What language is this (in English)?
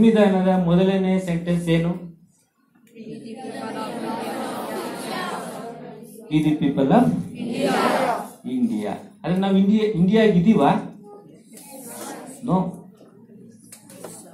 Kannada